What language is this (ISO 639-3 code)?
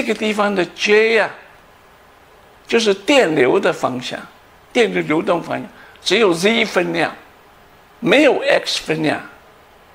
zho